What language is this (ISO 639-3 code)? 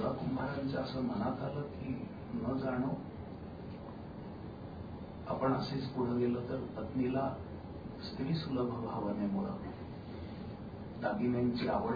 mar